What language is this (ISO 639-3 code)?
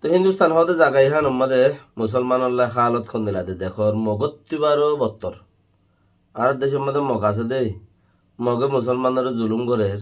rhg